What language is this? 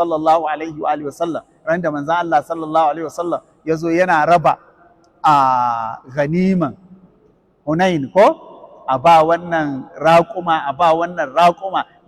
Hausa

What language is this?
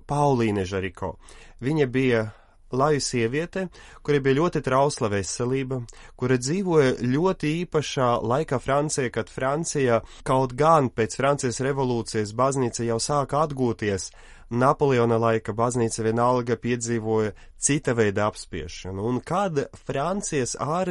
Latvian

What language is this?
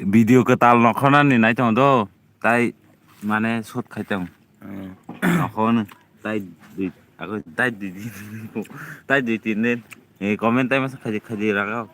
Kok Borok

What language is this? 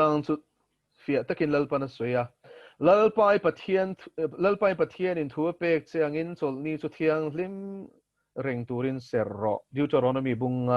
Mizo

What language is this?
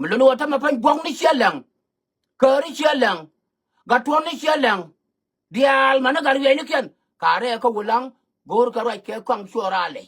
Nuer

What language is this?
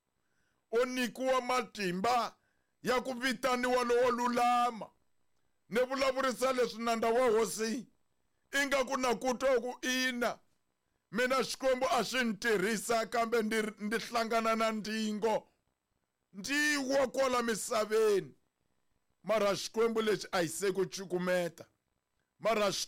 Tsonga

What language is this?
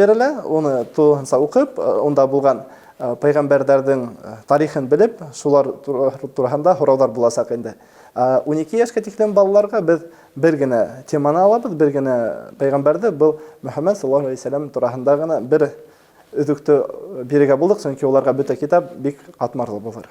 Bashkir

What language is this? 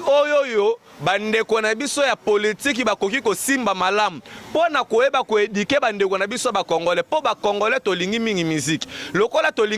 Lingala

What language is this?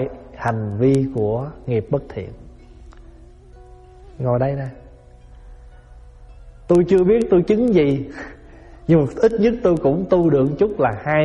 Vietnamese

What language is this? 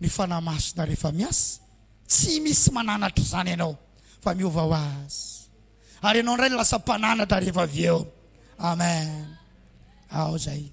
Malagasy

